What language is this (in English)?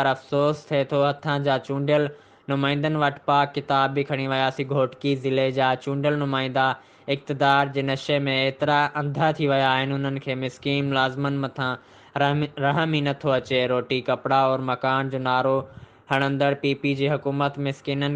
Sindhi